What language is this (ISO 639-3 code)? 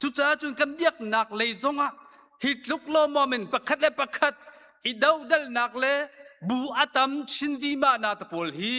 cnh